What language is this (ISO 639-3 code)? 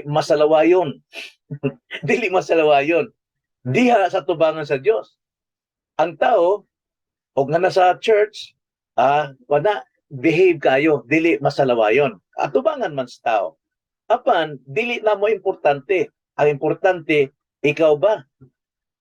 ceb